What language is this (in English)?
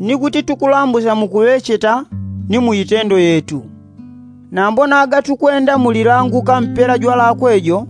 Yao